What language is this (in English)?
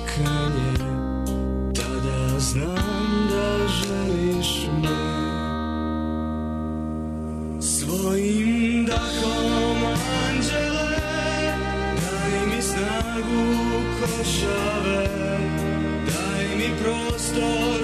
Serbian